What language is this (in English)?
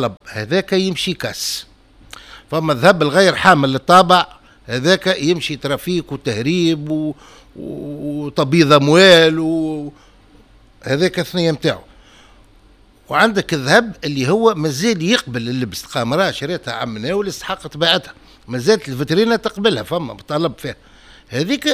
Tunisian Arabic